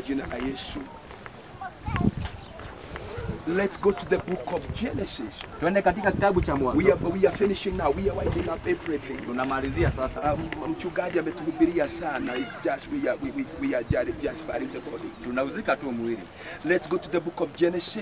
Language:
Swahili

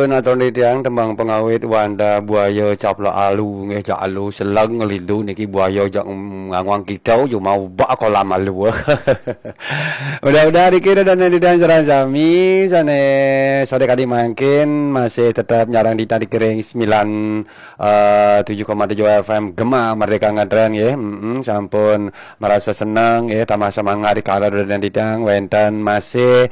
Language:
Balinese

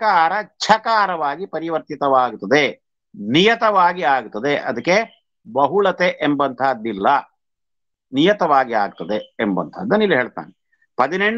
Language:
Kannada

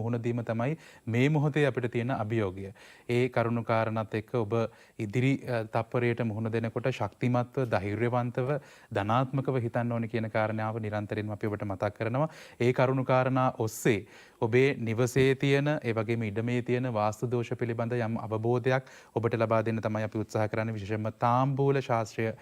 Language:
Sinhala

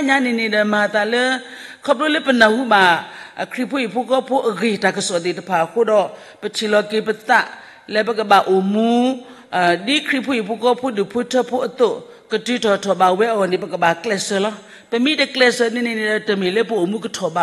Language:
S'gaw Karen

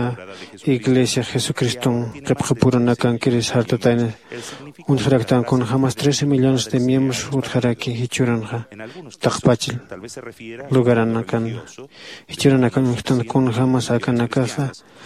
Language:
Aymara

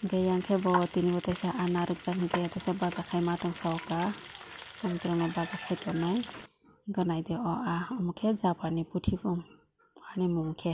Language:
Kok Borok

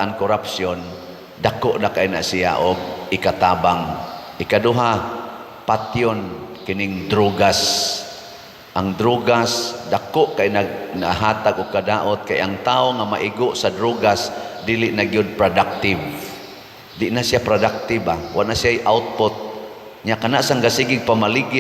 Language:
Cebuano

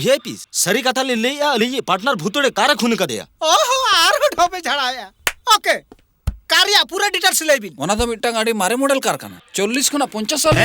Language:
Santali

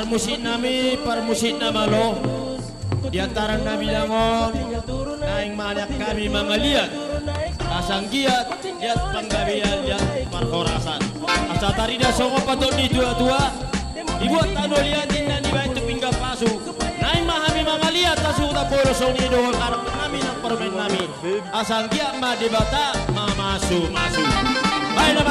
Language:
Batak Toba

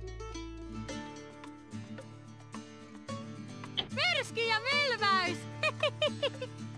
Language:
Finnish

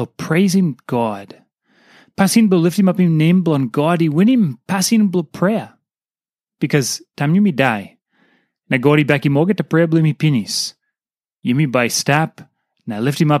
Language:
Tok Pisin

